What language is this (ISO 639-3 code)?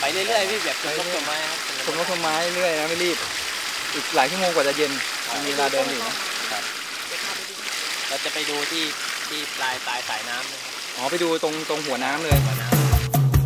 tha